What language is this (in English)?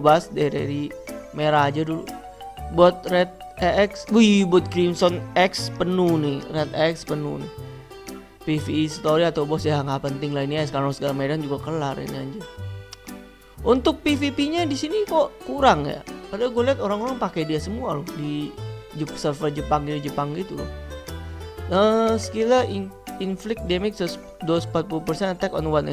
Indonesian